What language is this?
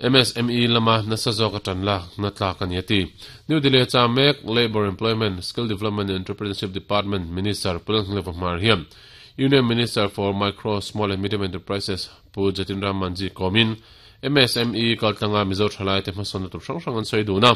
Mizo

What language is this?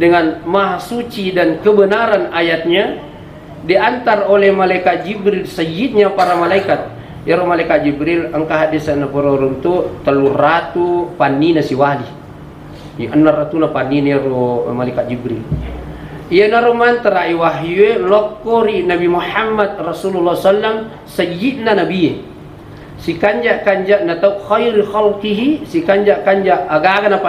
Buginese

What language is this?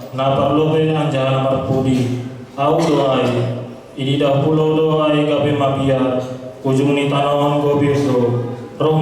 Batak Simalungun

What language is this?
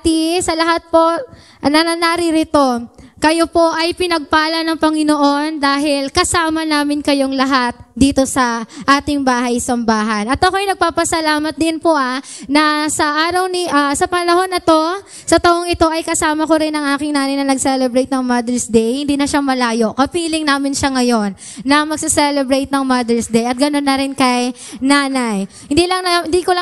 Filipino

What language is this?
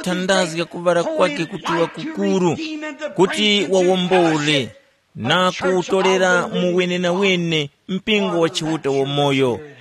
Tumbuka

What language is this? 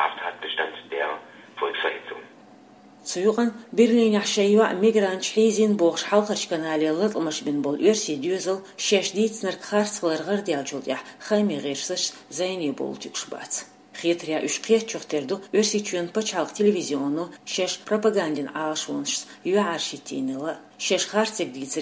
Chechen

